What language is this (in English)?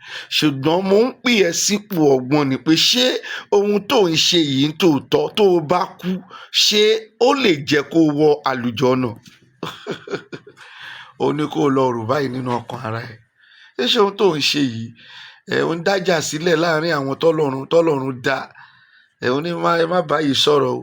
Yoruba